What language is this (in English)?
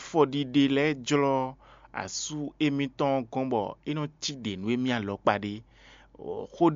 Fon